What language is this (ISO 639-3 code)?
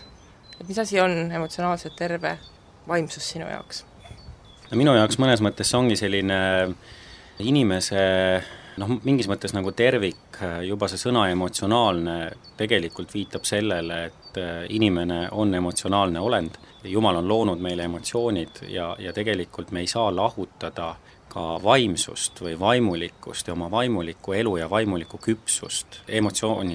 est